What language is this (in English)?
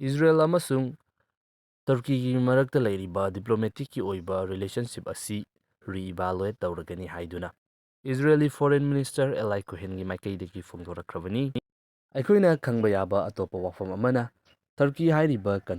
Manipuri